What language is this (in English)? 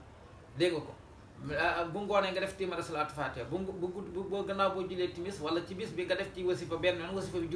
Wolof